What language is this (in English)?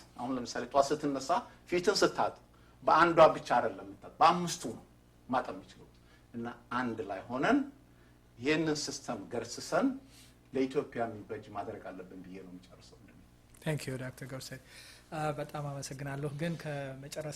Amharic